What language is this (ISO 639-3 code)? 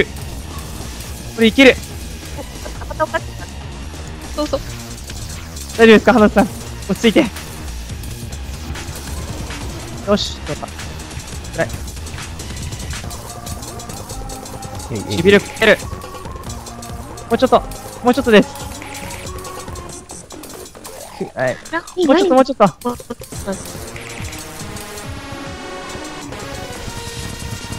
jpn